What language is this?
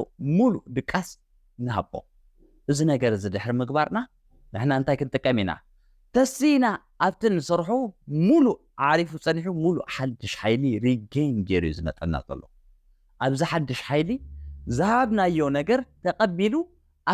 Tigrinya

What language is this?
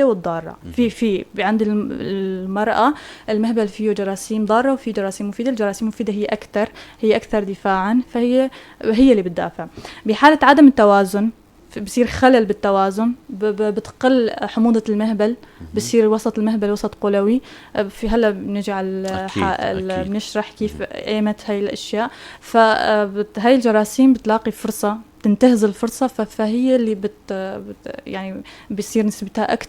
North Levantine Arabic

